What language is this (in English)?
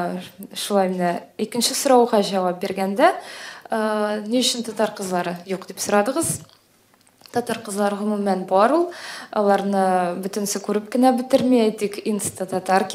Tatar